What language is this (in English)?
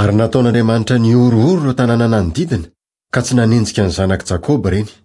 Malagasy